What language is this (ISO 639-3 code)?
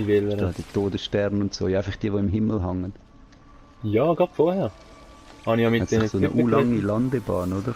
gsw